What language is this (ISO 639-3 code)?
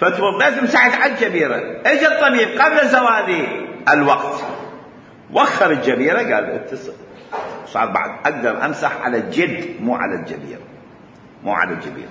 acm